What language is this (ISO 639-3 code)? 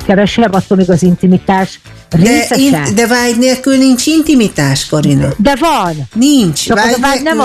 hun